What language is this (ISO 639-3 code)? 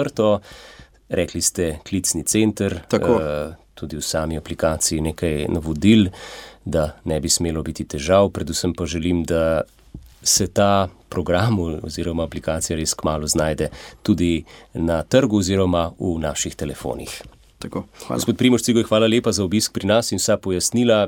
slv